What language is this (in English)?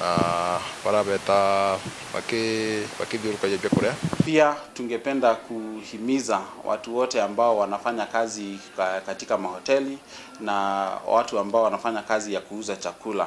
Meru